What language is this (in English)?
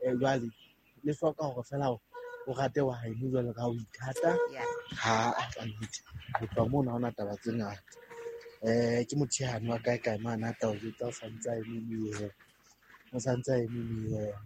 Southern Sotho